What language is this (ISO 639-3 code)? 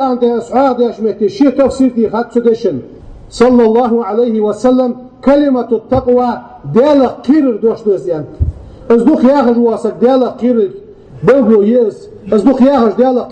inh